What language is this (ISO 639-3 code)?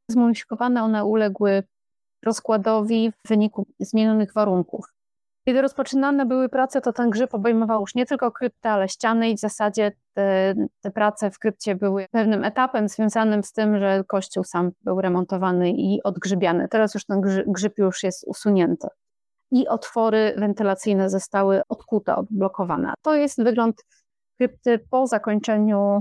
pol